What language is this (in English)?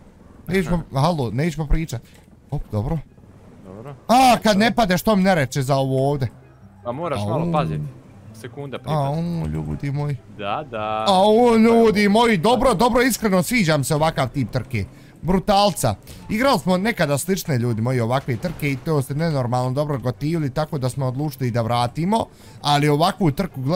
Bosnian